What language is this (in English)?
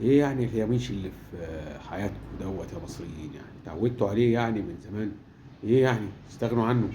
Egyptian Arabic